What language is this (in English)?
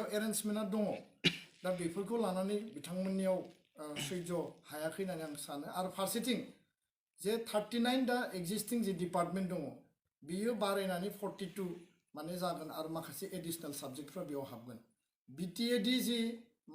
Bodo